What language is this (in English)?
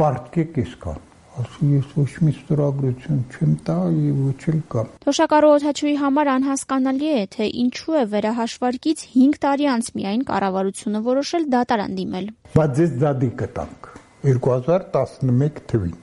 Armenian